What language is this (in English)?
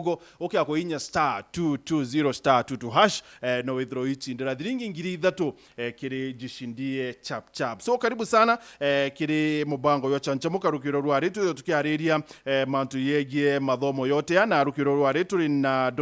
Meru